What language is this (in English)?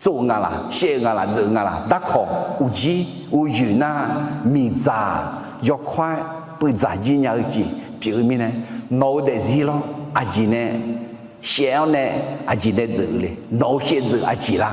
Akha